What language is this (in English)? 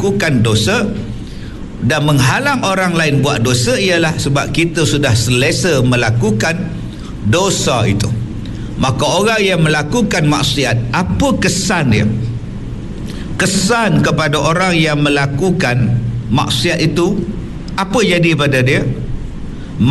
Malay